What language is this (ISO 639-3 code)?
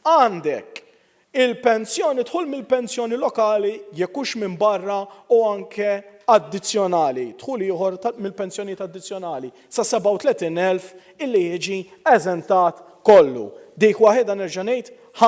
mlt